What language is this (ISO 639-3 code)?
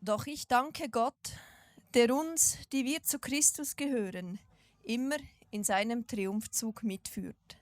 gsw